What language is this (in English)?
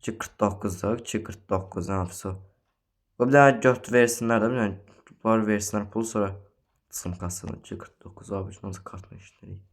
Azerbaijani